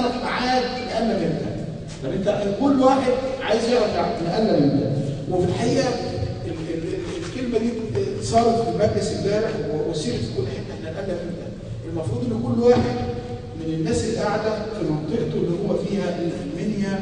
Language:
Egyptian Arabic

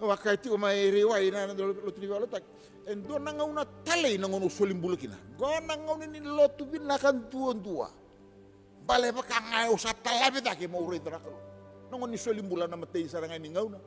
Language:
Fijian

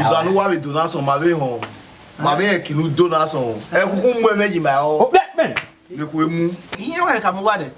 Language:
Bini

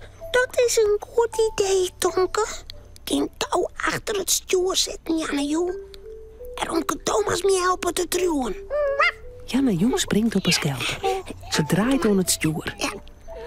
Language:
Western Frisian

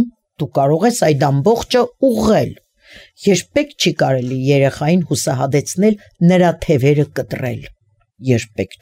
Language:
Armenian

